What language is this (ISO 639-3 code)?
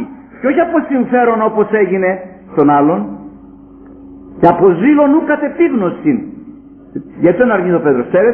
ell